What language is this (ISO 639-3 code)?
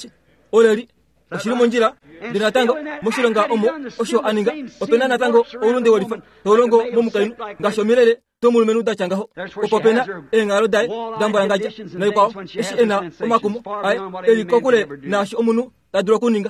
kua